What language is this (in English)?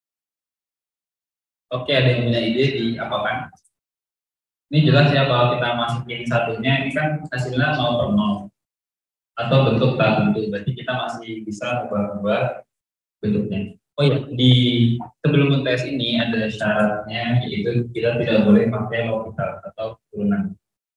Indonesian